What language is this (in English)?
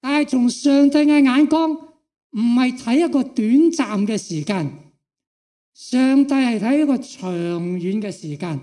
Cantonese